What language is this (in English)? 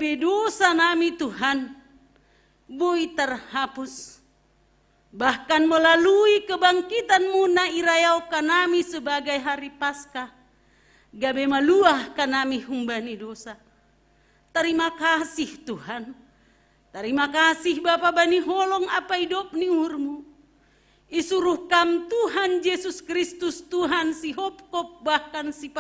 Batak Simalungun